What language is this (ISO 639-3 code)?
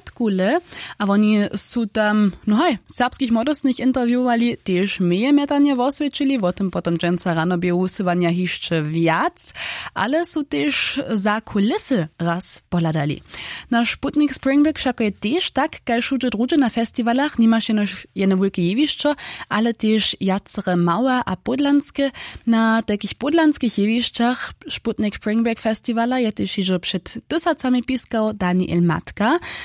hsb